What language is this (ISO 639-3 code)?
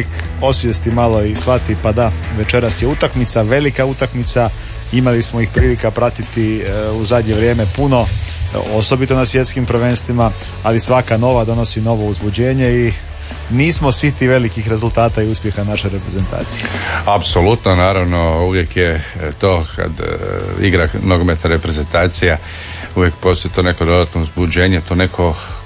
hrv